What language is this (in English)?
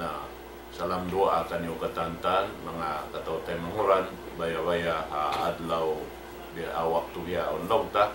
Tausug